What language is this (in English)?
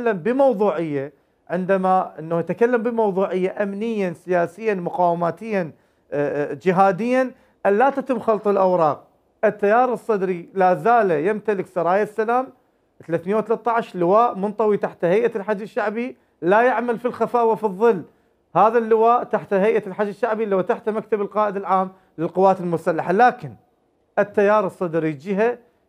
Mesopotamian Arabic